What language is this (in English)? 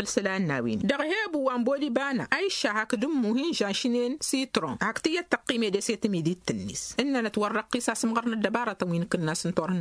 Tamasheq